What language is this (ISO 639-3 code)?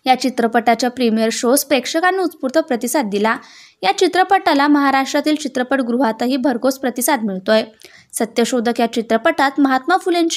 mar